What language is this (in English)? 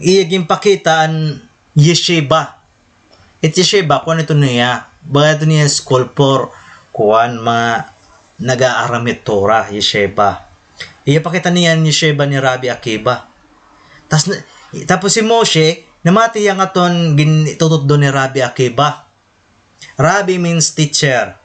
Waray